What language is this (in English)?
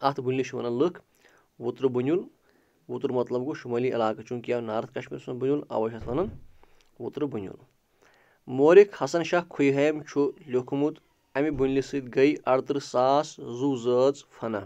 Kashmiri